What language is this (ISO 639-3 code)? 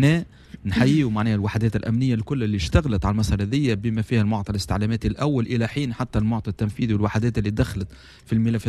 aeb